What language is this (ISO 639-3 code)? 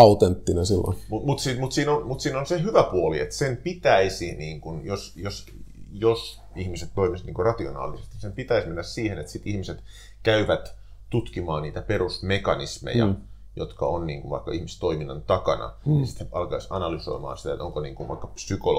fin